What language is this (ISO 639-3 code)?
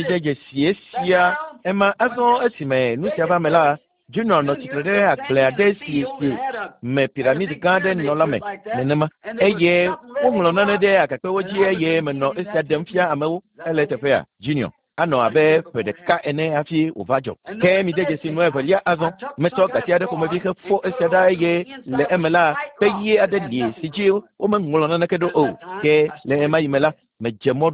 ewe